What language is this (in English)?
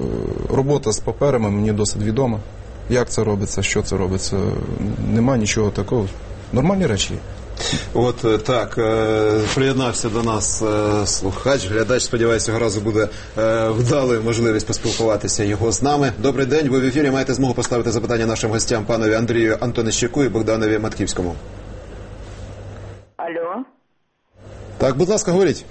Ukrainian